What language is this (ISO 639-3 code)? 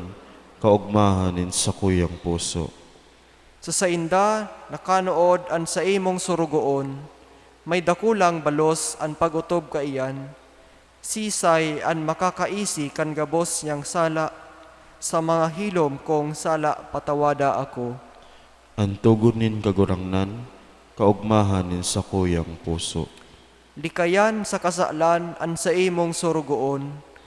bik